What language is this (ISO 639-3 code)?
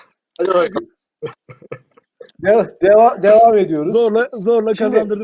tur